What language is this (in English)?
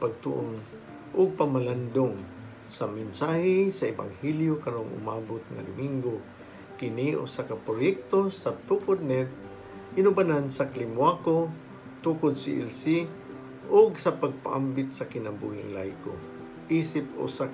Cebuano